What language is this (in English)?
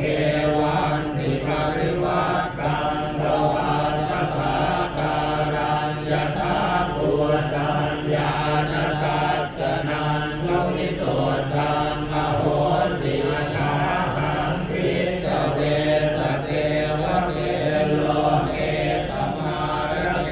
Pali